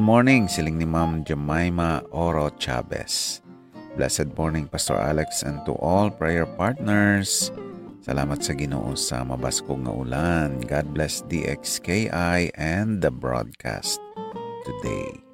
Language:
Hiligaynon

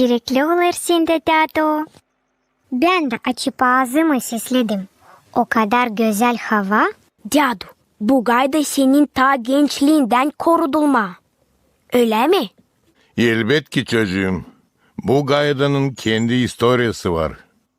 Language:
Gagauz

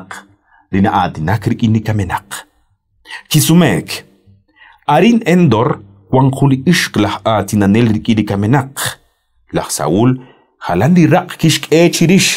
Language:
Kekchí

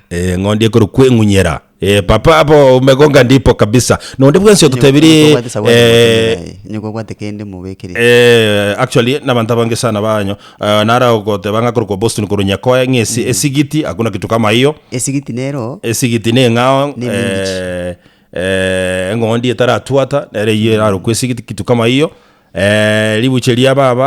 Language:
Gusii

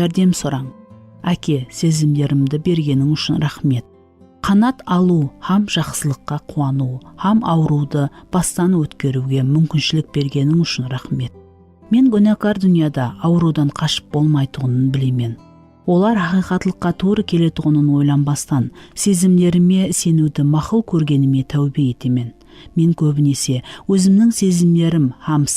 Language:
Kara-Kalpak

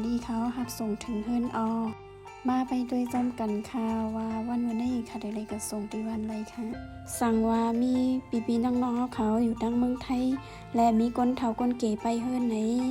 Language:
Shan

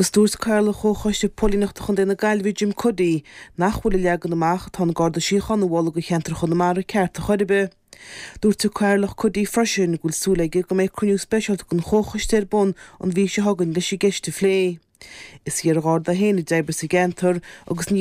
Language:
Irish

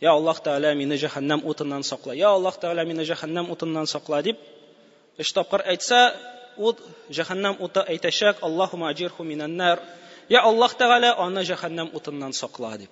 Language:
Tatar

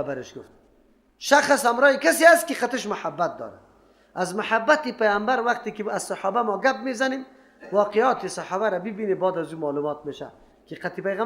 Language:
Persian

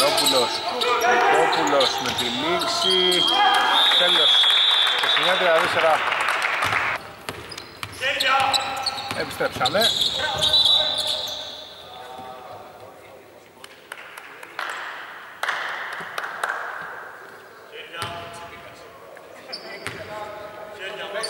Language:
Greek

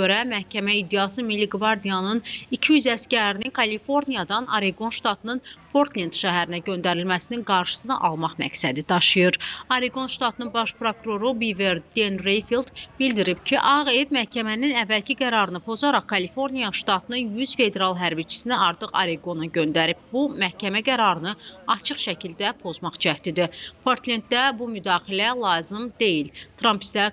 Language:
Azerbaijani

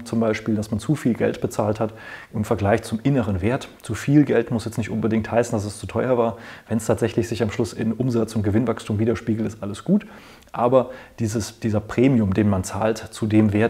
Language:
German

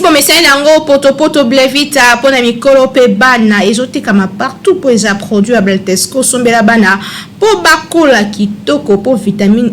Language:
Lingala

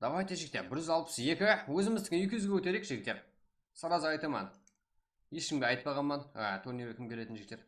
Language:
Kara-Kalpak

